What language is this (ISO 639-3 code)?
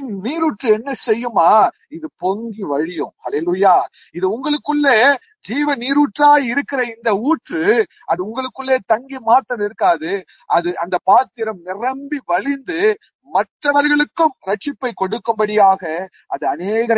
tam